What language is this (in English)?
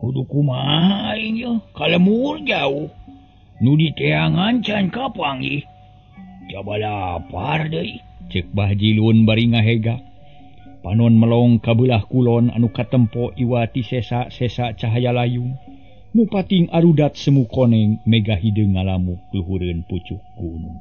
Sundanese